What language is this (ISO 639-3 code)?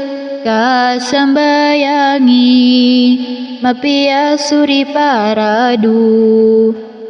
mrw